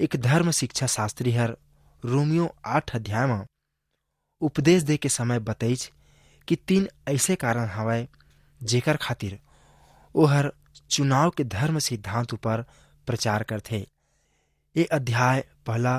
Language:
Chhattisgarhi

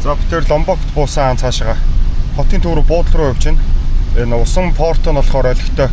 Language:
Mongolian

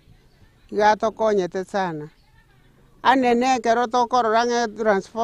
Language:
Gusii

